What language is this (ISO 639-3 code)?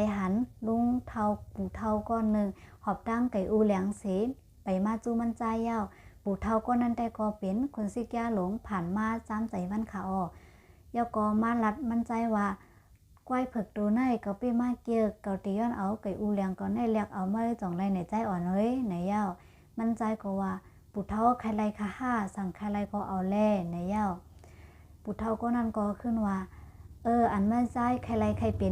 shn